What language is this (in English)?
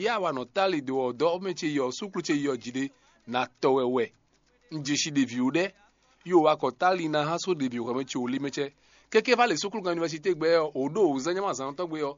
Fon